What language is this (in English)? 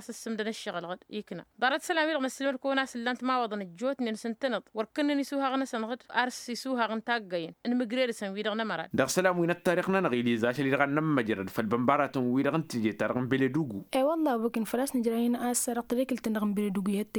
Tamasheq